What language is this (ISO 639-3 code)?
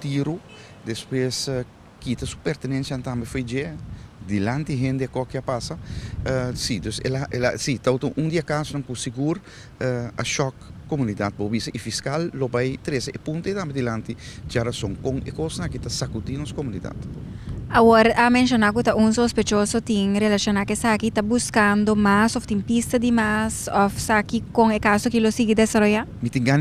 pap